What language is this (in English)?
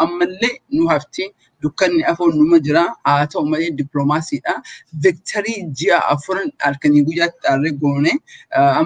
Oromo